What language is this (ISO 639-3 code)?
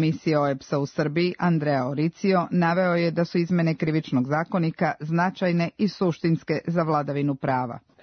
srp